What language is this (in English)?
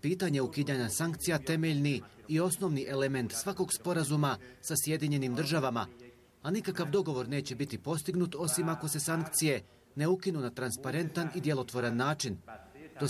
Bosnian